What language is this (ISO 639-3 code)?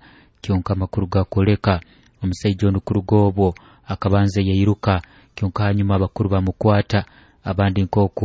nyo